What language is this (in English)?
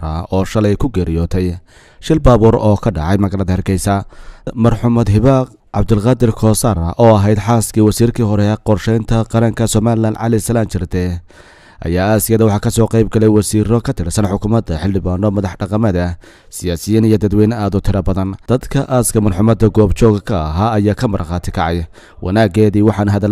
Somali